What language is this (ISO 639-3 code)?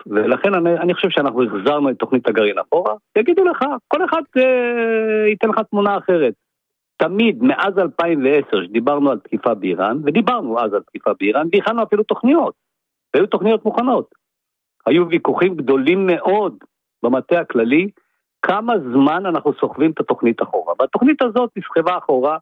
heb